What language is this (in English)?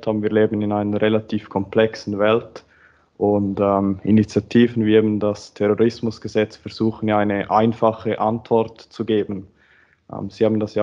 German